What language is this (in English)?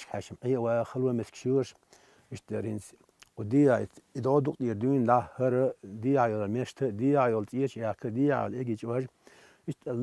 Chechen